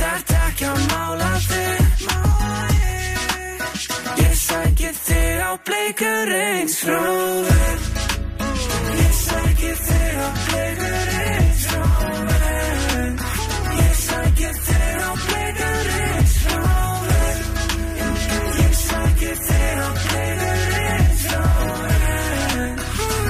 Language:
Icelandic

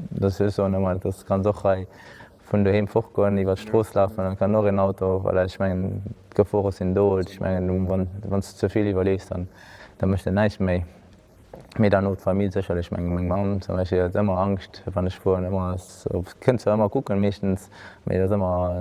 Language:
Luxembourgish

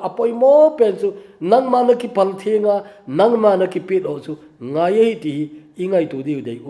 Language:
Thado Chin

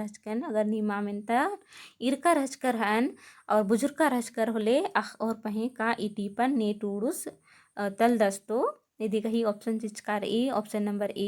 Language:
Kurukh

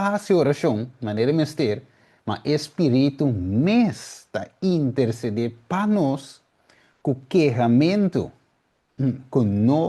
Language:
Papiamento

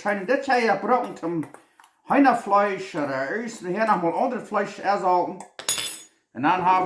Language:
Plautdietsch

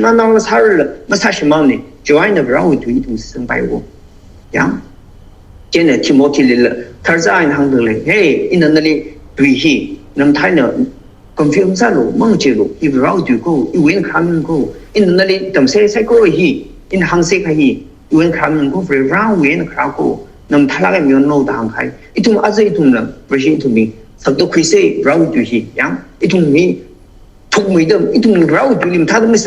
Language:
Tangkhul Naga (India)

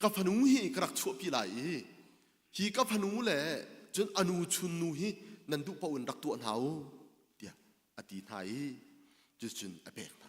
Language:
Hakha Chin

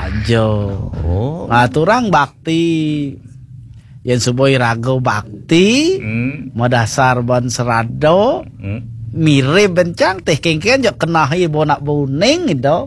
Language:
Balinese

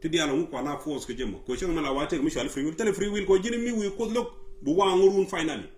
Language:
Nuer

